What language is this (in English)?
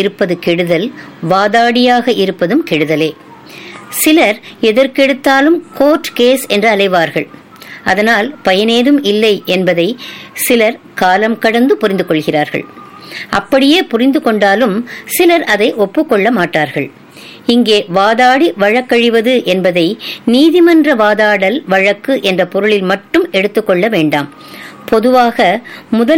Tamil